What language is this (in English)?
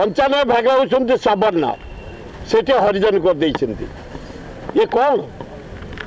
Odia